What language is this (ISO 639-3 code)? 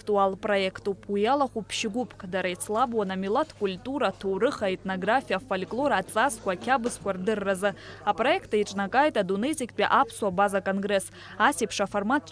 abk